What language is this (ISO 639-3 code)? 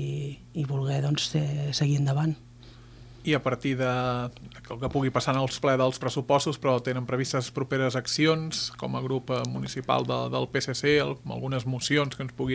cat